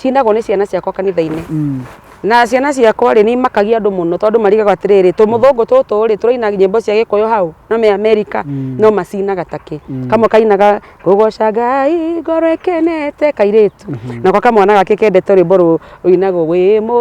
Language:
Kikuyu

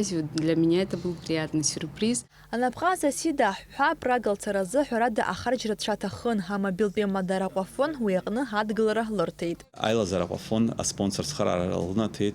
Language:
Abkhazian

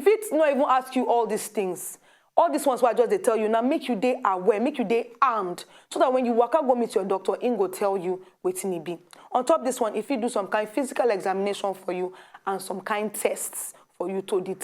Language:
Nigerian Pidgin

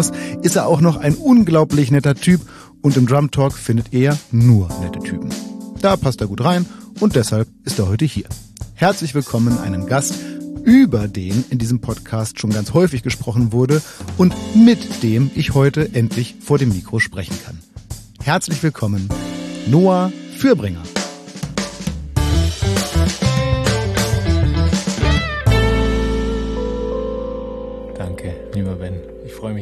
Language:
German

